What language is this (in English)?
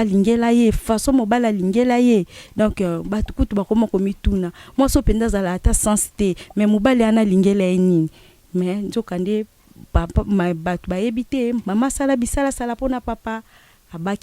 Lingala